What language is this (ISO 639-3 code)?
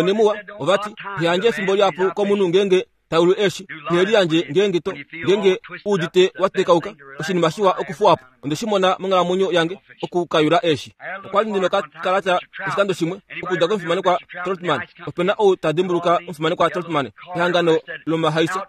kua